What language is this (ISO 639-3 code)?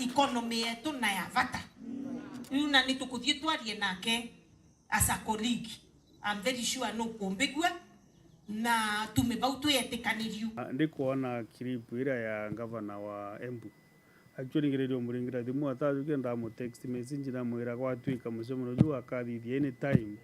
mer